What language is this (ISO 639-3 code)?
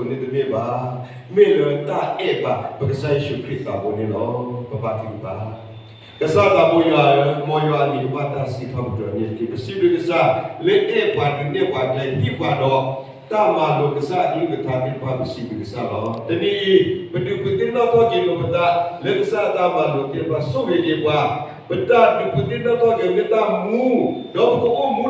ksw